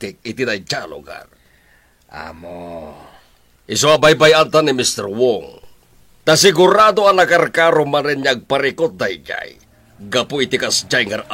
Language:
Iloko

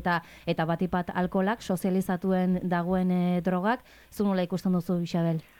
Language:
Basque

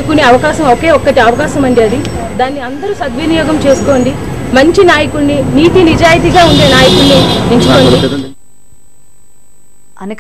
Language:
Telugu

